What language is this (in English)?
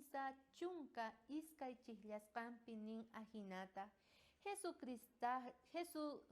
South Bolivian Quechua